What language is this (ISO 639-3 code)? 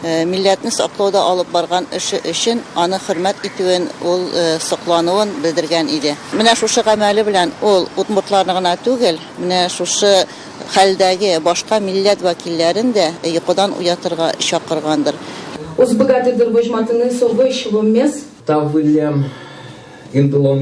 bak